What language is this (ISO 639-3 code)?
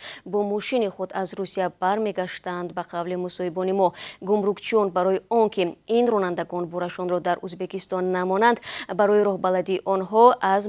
tgk